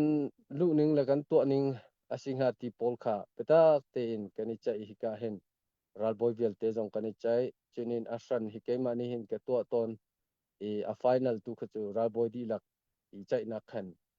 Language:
Hakha Chin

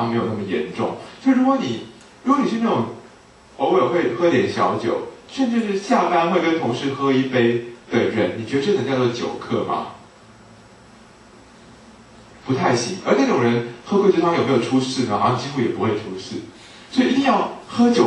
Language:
Chinese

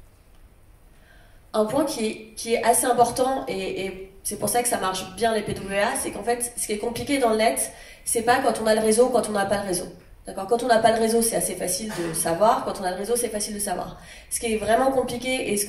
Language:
French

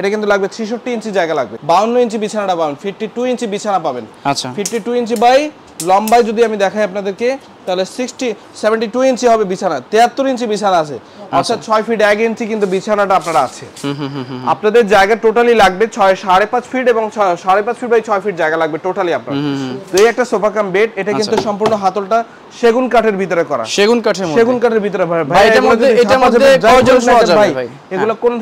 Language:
Bangla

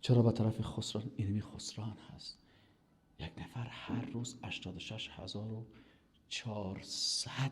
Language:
Persian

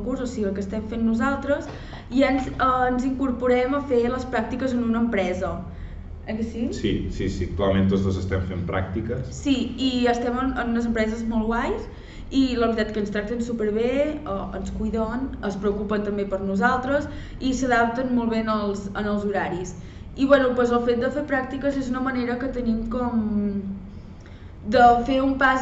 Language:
Catalan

